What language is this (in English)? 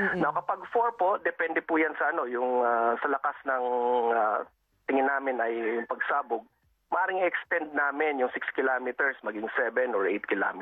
Filipino